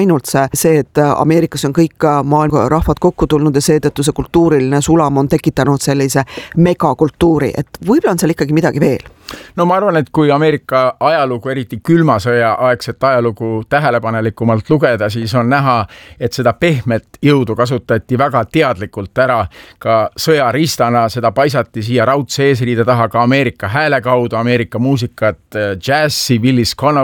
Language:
Estonian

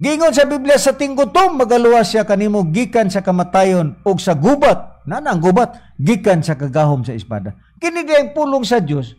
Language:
Cebuano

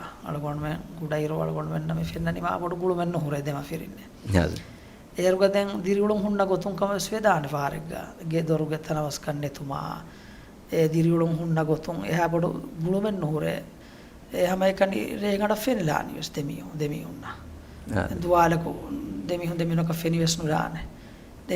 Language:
Divehi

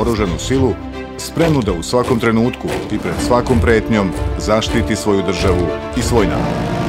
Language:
Serbian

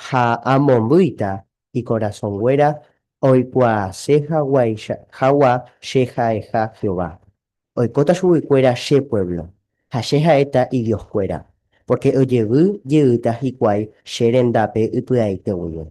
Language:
Guarani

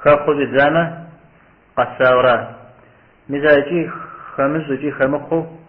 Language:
Kabardian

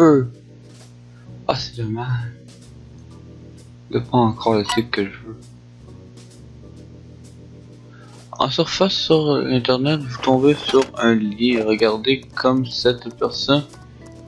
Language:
French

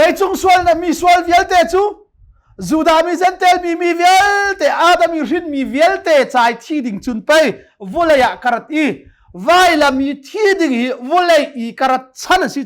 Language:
Hakha Chin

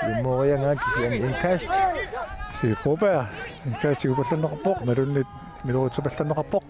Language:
Kalaallisut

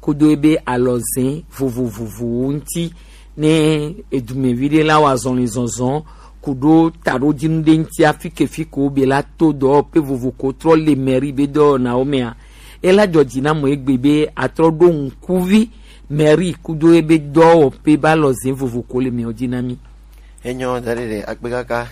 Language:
Gen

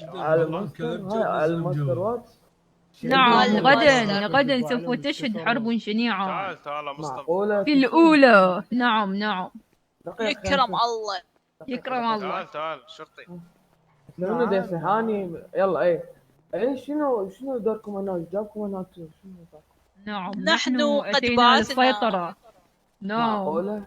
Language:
Mesopotamian Arabic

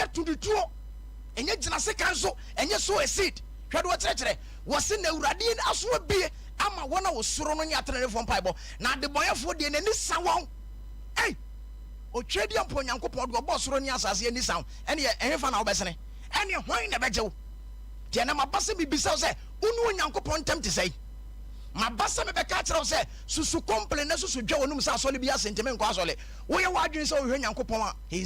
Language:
Akan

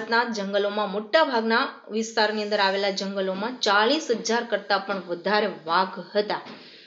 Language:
Gujarati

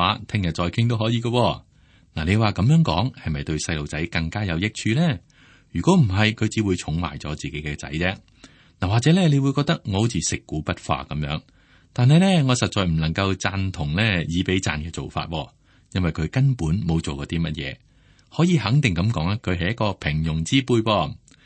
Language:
Cantonese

